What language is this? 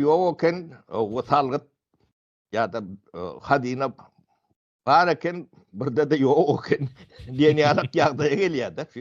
Turkmen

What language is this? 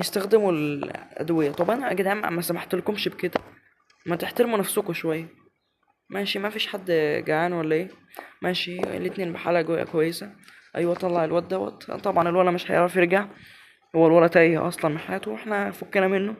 Egyptian Arabic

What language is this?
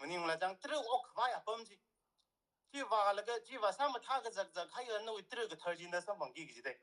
Tangkhul Naga (India)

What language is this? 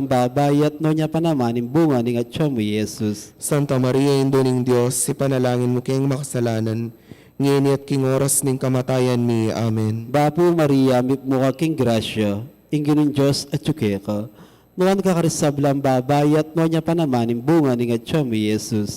Pampanga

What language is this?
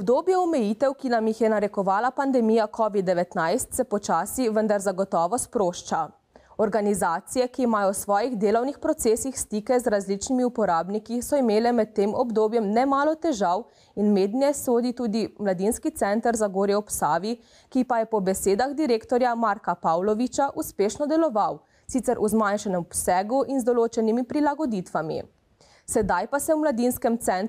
Slovenian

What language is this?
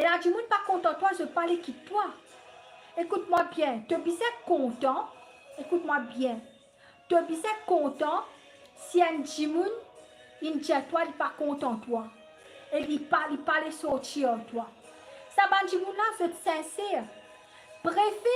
Morisyen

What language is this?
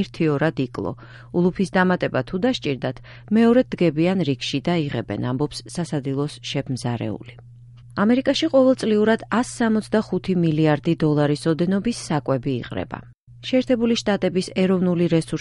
Georgian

